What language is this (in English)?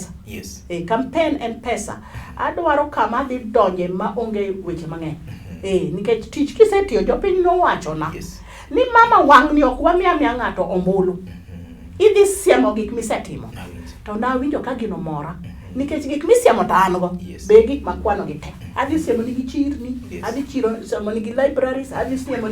Luo (Kenya and Tanzania)